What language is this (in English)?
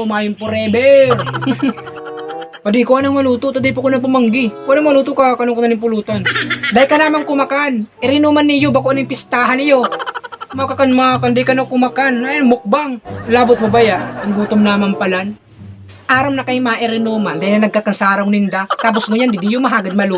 Bikol